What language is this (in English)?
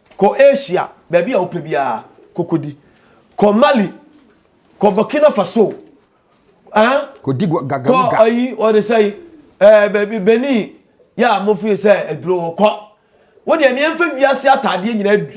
Akan